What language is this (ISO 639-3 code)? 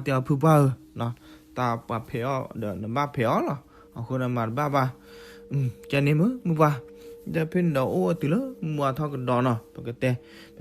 ksw